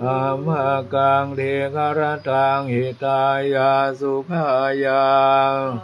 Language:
Pali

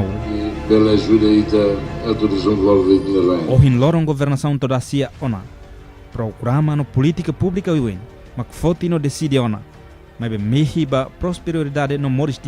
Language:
Tetum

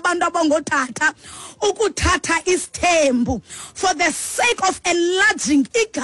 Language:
Xhosa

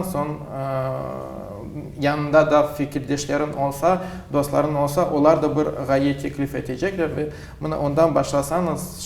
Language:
Crimean Tatar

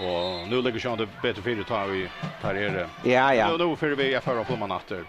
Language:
Faroese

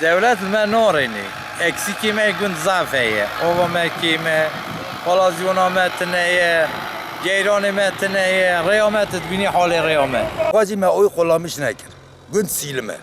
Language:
Kurdish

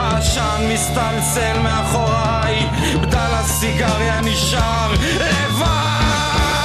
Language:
Hebrew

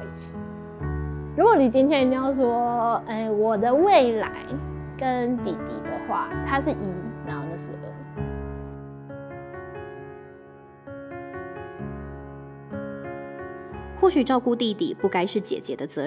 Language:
Chinese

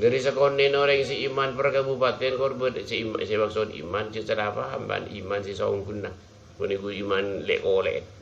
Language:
Madurese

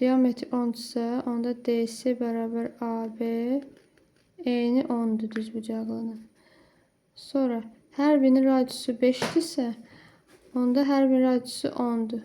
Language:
Azerbaijani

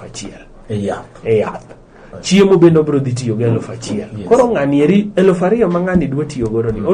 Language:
Luo (Kenya and Tanzania)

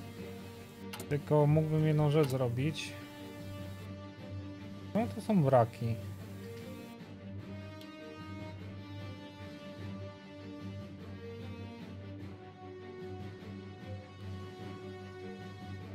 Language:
Polish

